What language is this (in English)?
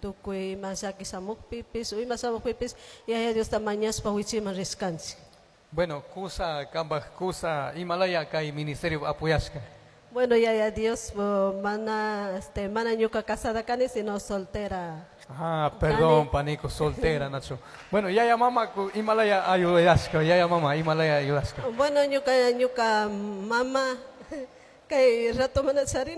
Chimborazo Highland Quichua